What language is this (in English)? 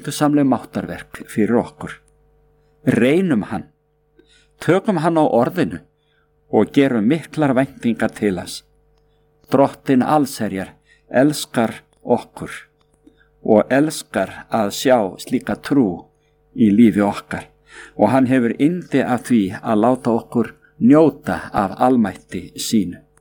Icelandic